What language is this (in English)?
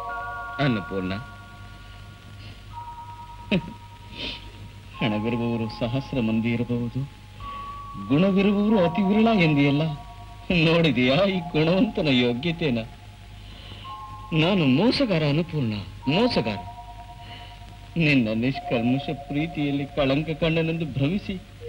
Kannada